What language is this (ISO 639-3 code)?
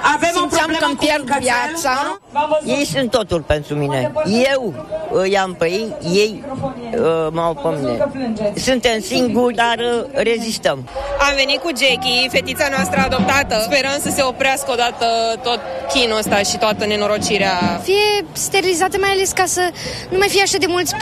ron